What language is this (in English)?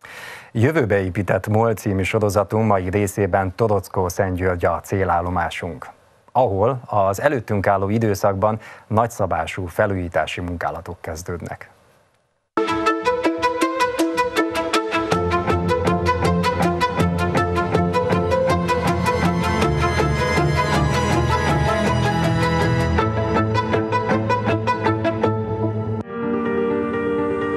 Hungarian